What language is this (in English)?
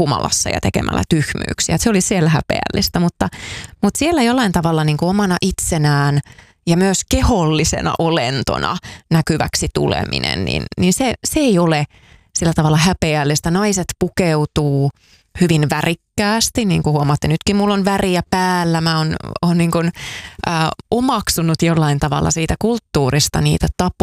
Finnish